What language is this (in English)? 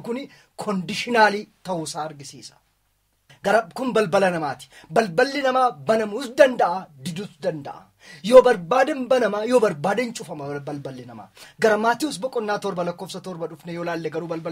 Oromo